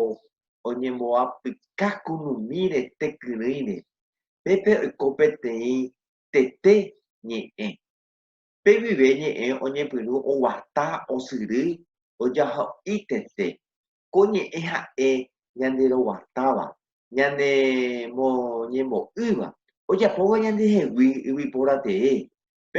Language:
Guarani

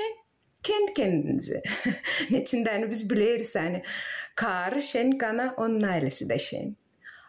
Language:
Gagauz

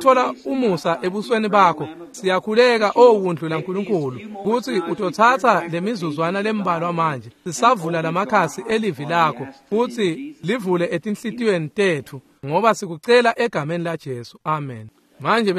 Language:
Swati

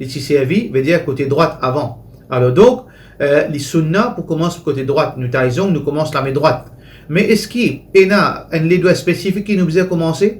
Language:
Morisyen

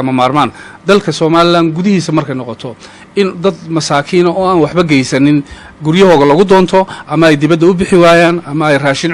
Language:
Somali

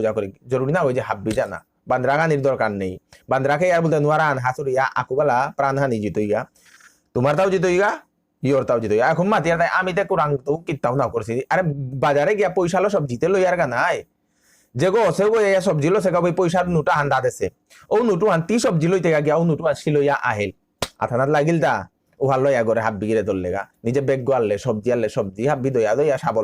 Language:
Bishnupriya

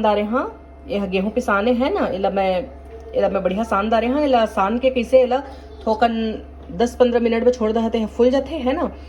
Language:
Chhattisgarhi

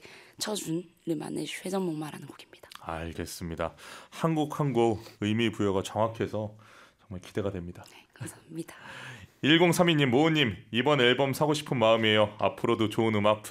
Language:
Korean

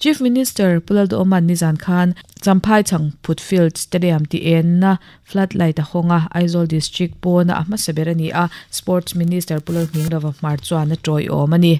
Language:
Mizo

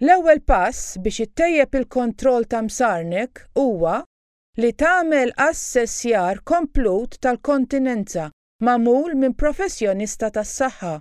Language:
Maltese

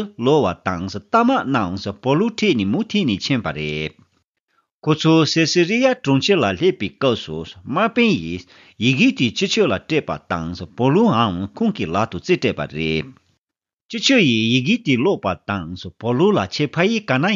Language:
Tibetan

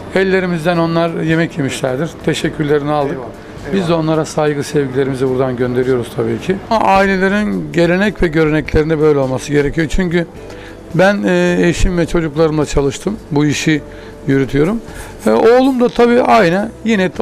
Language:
Turkish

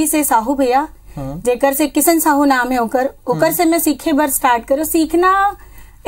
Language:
Chhattisgarhi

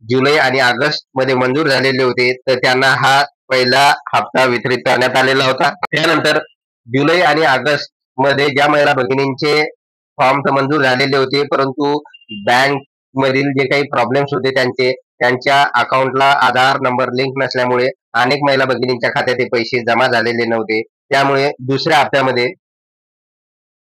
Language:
Marathi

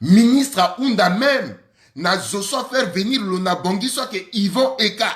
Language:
Sango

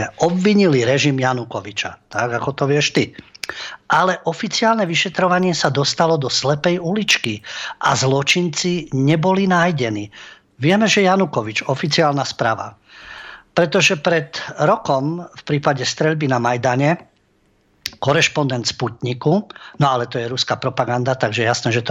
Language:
Slovak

